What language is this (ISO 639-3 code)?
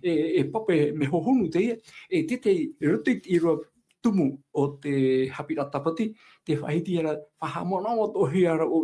tah